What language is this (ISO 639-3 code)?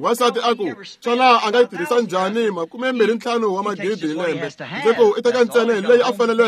tso